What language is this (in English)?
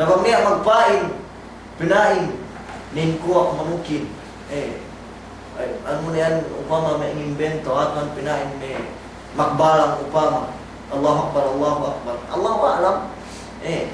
Yakan